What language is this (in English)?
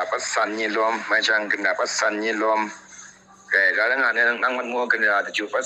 Kachin